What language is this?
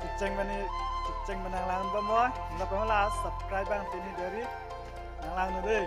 Karbi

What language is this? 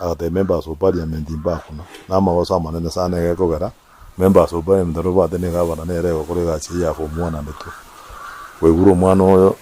Gusii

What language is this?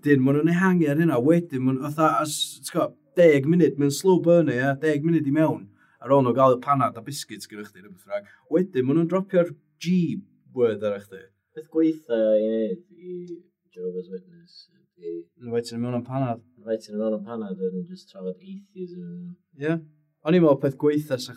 Welsh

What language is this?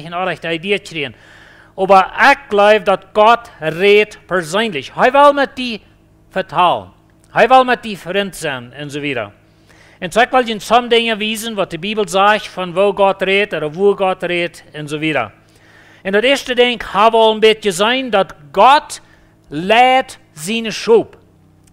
Plautdietsch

